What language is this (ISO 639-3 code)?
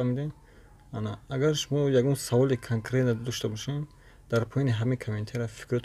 tgk